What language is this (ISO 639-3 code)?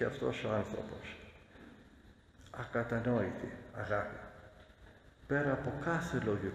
ell